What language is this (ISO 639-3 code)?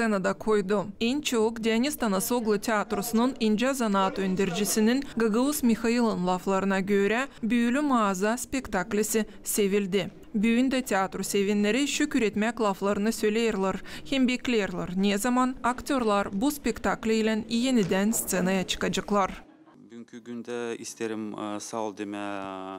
gag